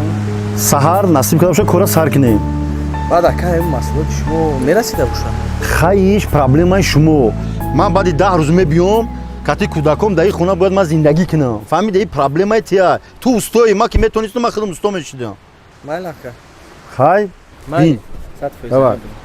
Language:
Tajik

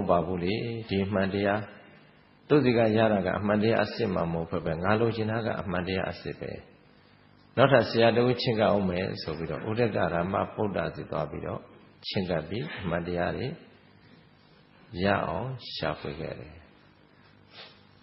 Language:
Burmese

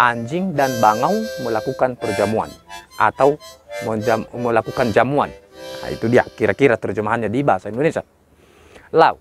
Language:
Nias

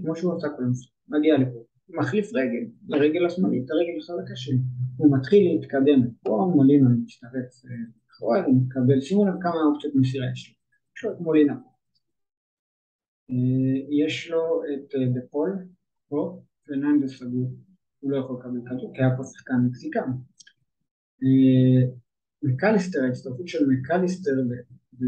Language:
Hebrew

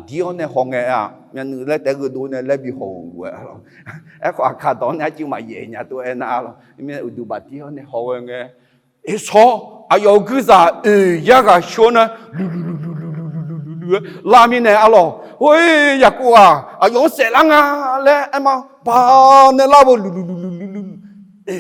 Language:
Akha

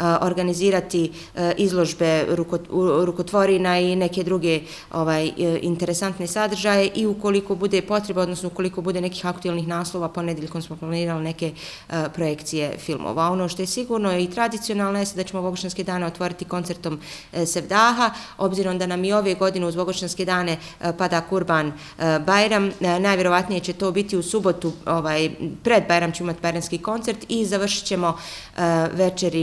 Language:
Bosnian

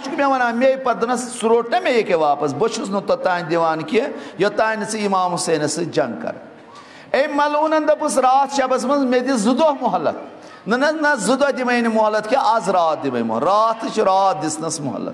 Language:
Kashmiri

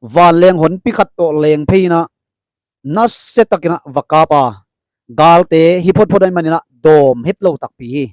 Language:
Tedim Chin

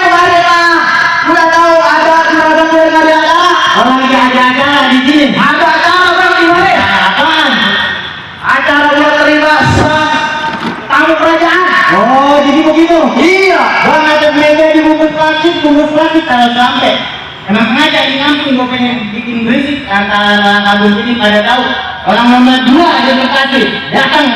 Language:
Betawi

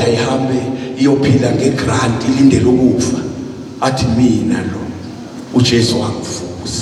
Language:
Zulu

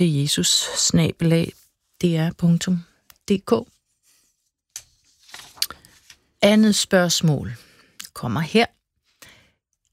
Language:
Danish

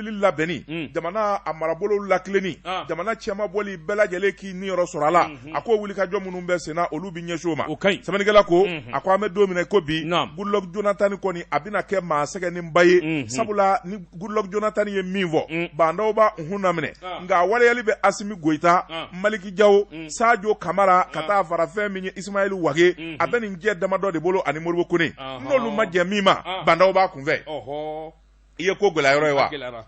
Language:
Bambara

